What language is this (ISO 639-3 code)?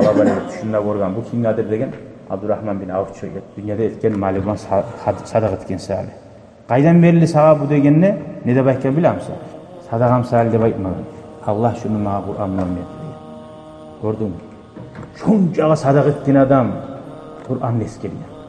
kum